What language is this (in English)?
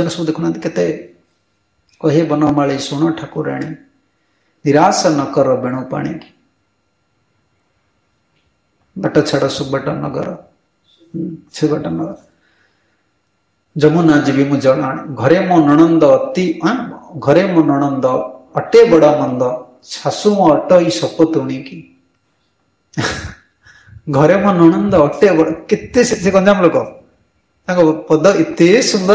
Odia